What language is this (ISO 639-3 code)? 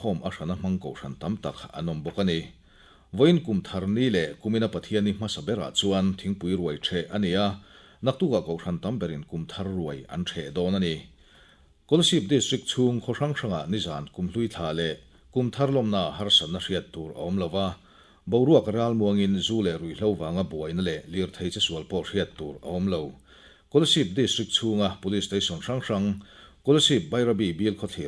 lus